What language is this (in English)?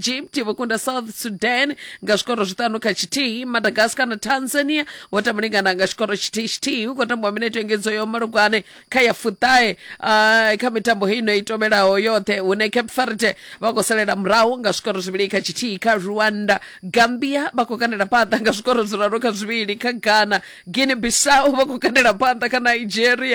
Venda